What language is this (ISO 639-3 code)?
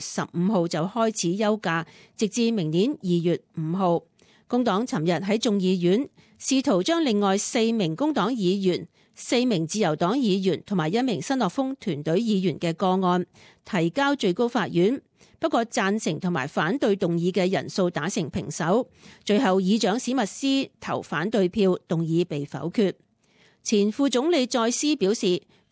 yue